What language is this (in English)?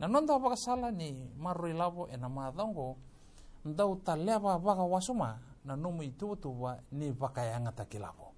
Fijian